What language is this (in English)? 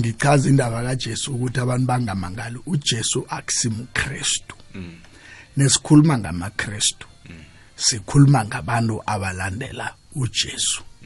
South Ndebele